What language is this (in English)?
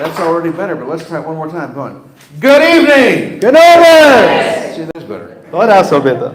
Plautdietsch